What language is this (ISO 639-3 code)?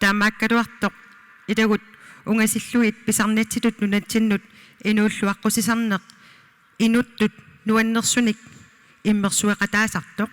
kal